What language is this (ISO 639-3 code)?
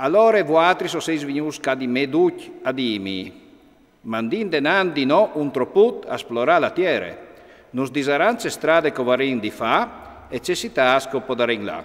fur